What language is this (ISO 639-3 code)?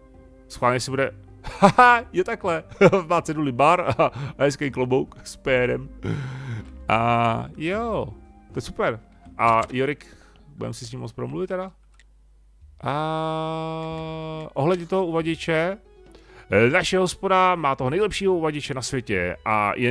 ces